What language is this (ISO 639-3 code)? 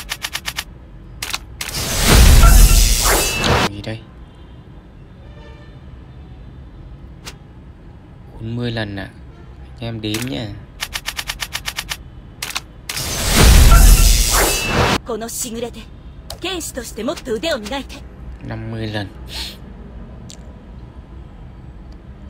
vie